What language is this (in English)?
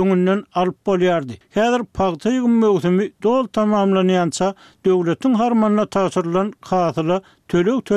Turkmen